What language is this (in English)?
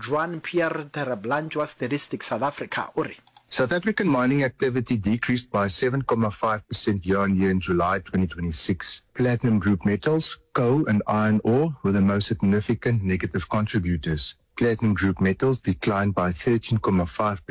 Northern Sotho